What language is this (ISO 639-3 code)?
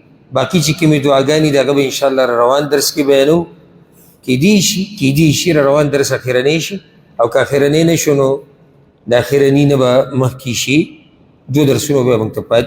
pus